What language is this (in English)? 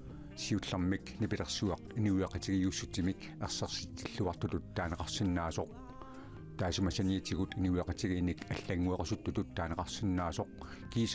Kalaallisut